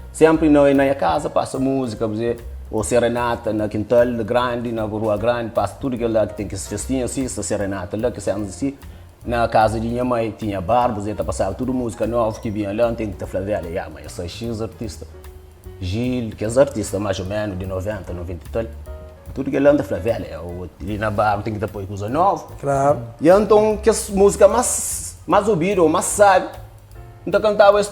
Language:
Kabuverdianu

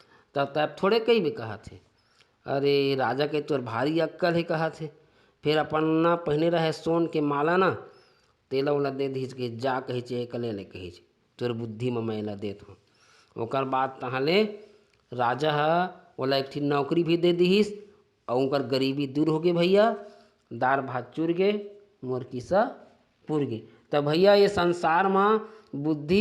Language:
Chhattisgarhi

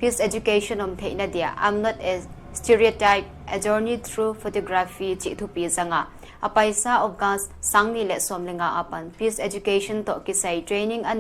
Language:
Paite Chin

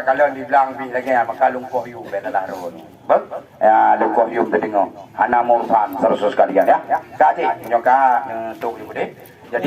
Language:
Achinese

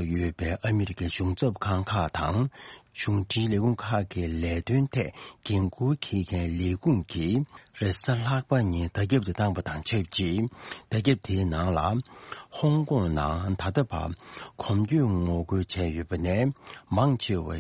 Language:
Tibetan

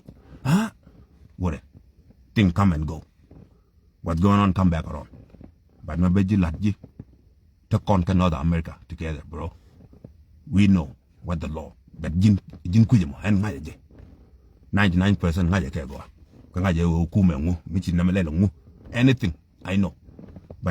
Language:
Nuer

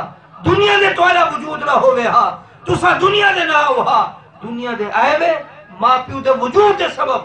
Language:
Saraiki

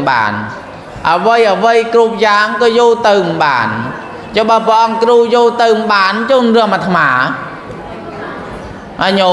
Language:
Khmer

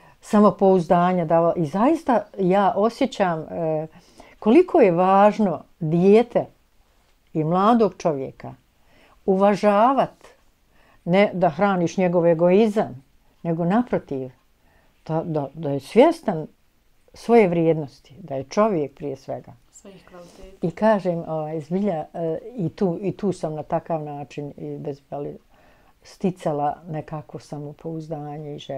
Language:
Bosnian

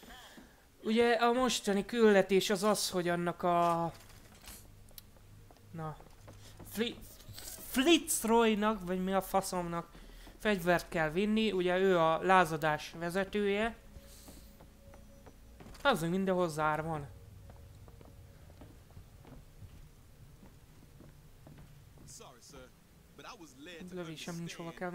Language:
Hungarian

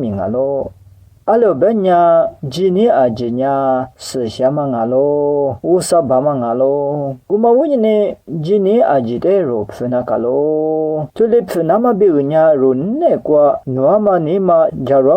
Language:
Lisu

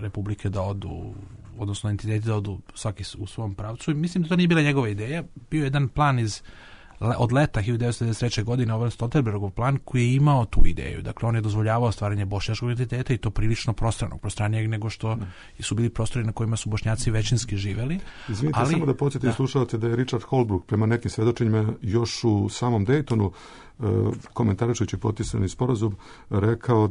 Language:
Bosnian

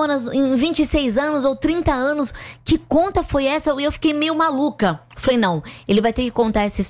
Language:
Portuguese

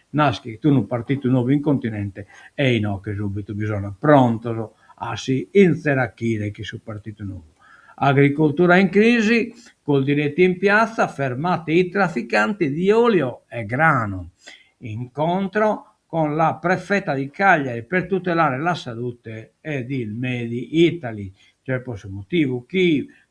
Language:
Sardinian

